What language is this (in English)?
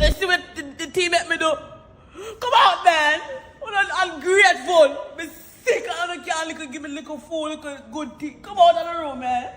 Jamaican Creole English